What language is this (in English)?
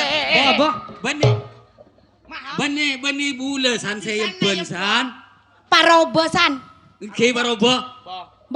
Madurese